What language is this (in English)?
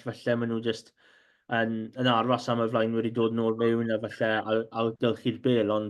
Welsh